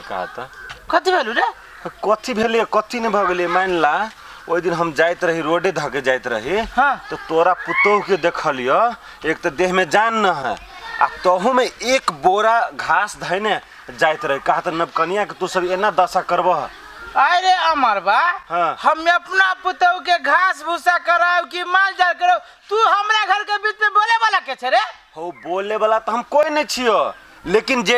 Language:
Maithili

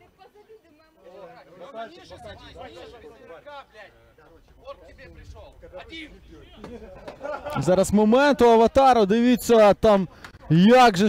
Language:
Ukrainian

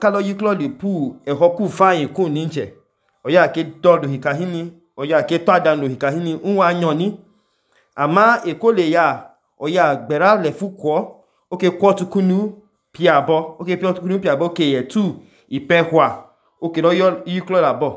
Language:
Idoma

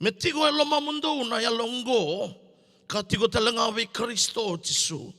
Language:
Fijian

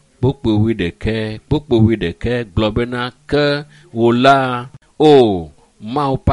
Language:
Ewe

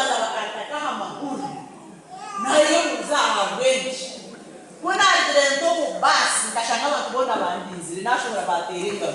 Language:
Nyankole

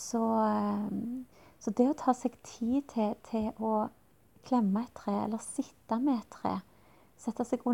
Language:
Norwegian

